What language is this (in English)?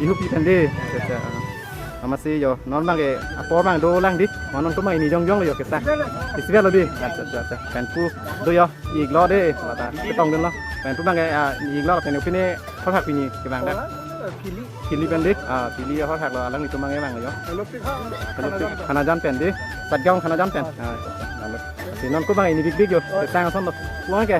Karbi